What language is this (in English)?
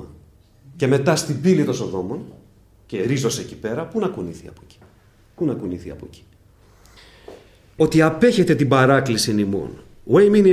Greek